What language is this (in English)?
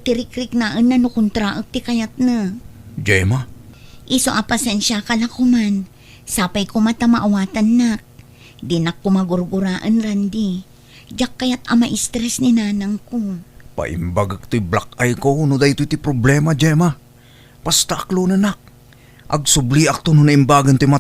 Iloko